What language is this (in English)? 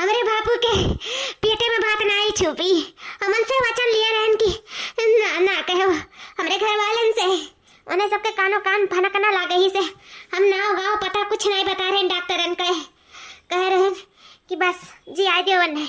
Awadhi